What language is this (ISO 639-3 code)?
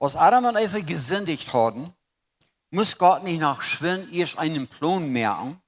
pdt